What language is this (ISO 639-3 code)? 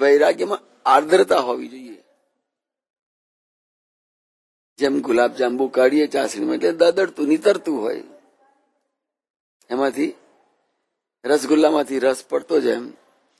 guj